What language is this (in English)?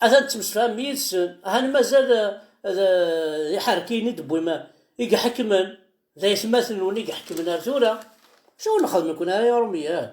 Kabyle